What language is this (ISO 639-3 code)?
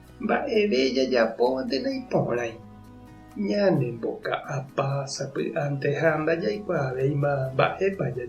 grn